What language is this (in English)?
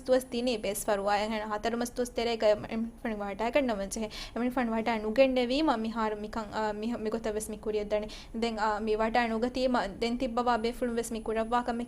Divehi